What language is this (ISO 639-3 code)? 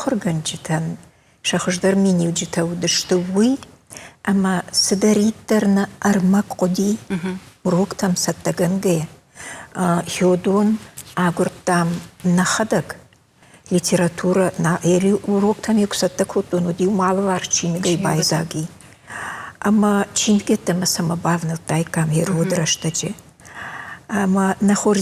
oss